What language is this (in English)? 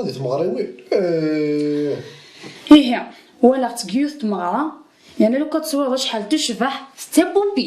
Kabyle